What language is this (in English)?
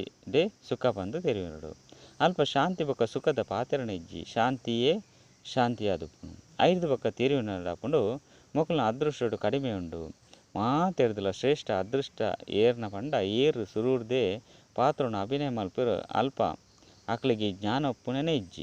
Tulu